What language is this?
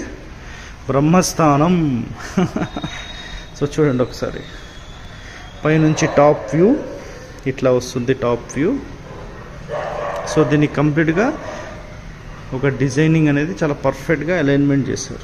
Telugu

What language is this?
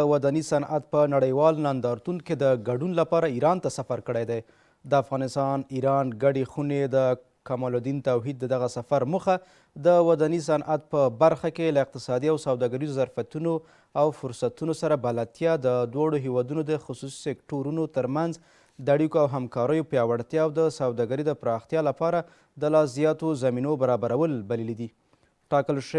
Pashto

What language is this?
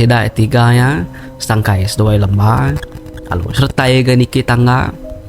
Iban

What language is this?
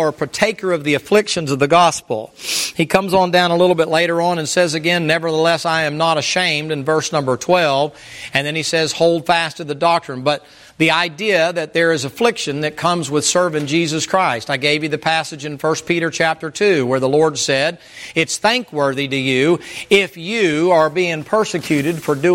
English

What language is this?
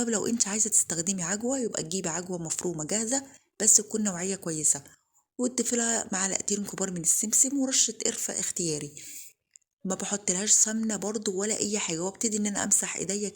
Egyptian Arabic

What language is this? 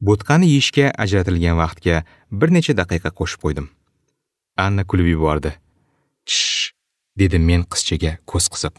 Uzbek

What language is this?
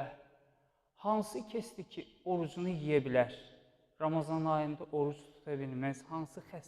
Azerbaijani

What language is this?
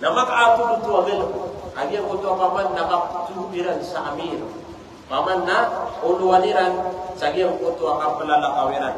Maranao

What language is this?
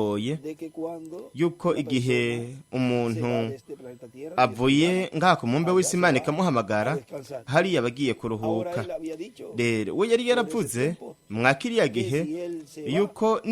Rundi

